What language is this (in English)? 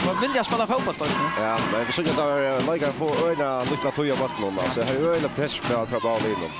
Faroese